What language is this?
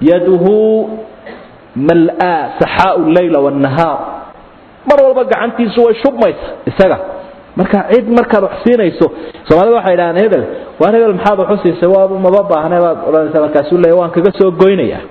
Somali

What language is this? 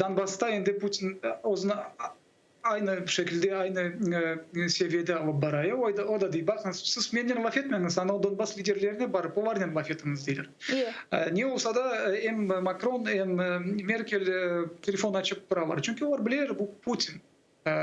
Crimean Tatar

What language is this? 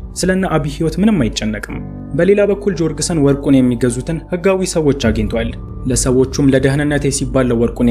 Amharic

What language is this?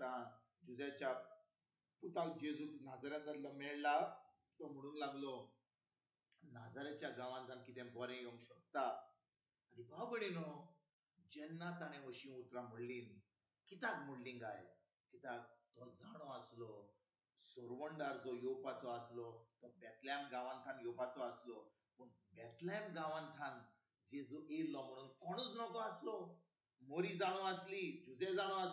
Konkani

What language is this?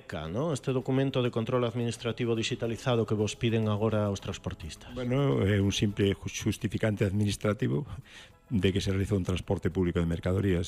Galician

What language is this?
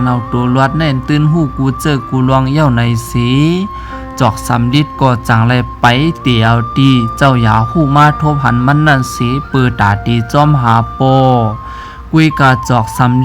Shan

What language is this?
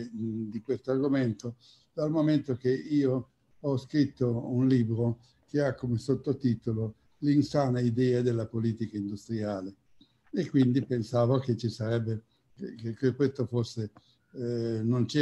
Italian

